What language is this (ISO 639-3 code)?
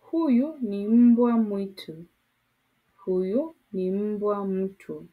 swa